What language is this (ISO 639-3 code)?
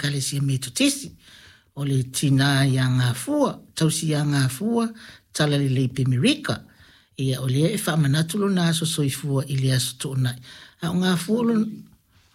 smo